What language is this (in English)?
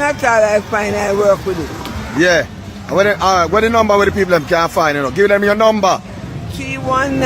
Jamaican Creole English